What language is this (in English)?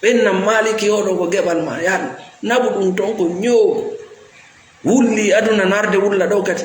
Fula